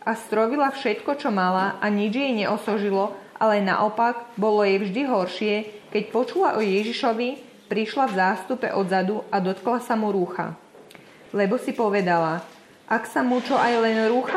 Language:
Slovak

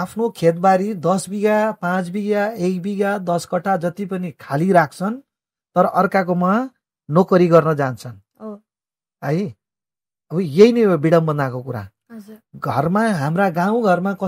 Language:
Nepali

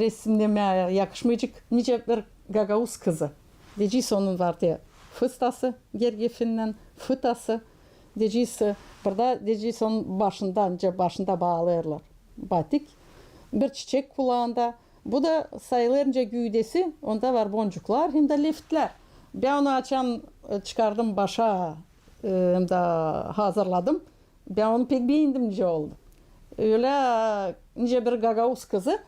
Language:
Gagauz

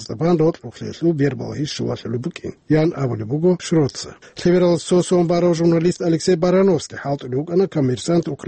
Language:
Avaric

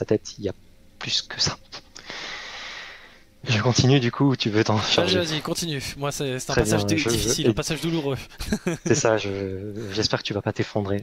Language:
French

